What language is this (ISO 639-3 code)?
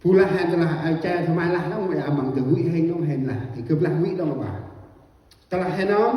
cmo